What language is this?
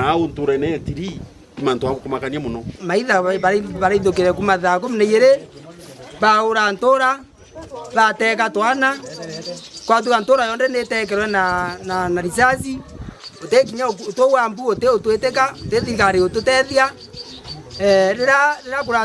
Meru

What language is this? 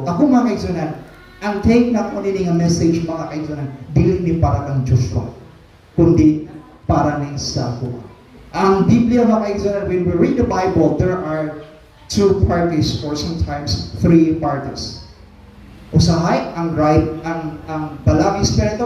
Cebuano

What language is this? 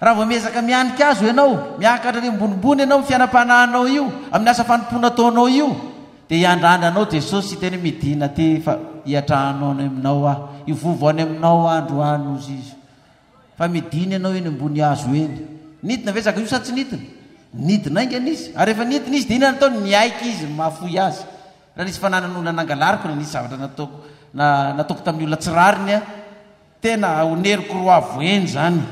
Malagasy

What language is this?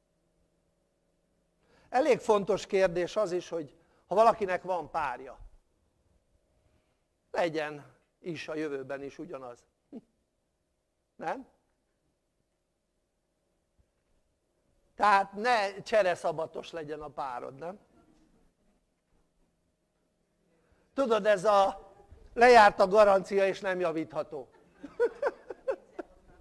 Hungarian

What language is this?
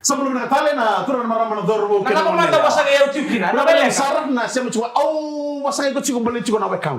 Fijian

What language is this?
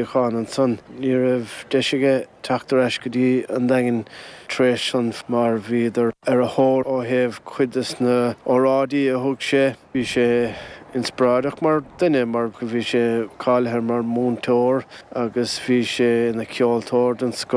Irish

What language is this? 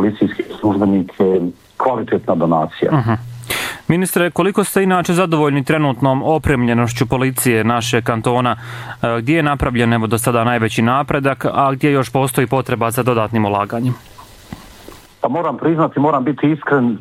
Bosnian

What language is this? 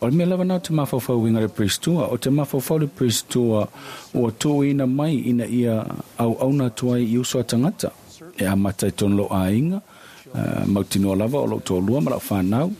Samoan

